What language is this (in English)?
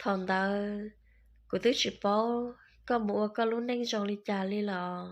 Hmong